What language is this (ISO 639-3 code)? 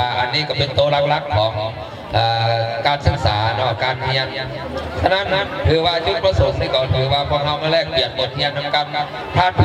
lao